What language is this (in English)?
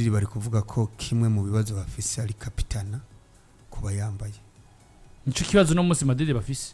Rundi